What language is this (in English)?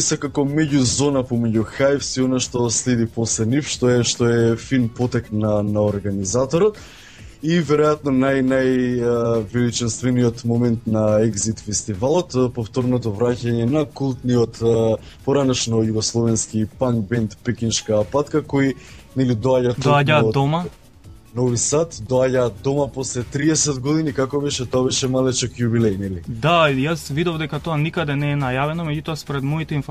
Macedonian